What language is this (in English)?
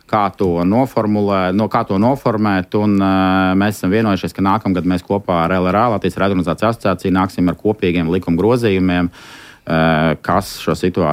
Latvian